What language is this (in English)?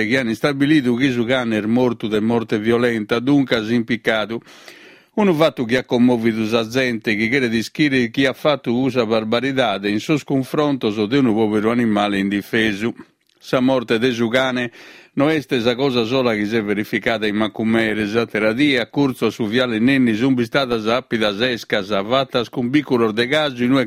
Sardinian